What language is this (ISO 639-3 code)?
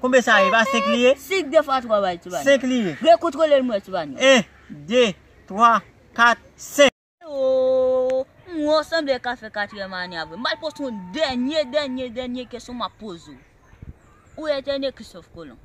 hat